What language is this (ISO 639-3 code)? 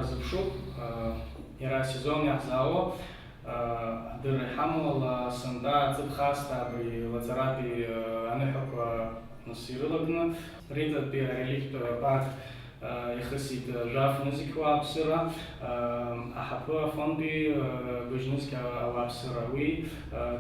abk